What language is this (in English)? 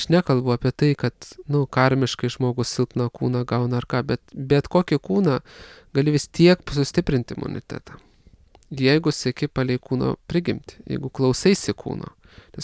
Lithuanian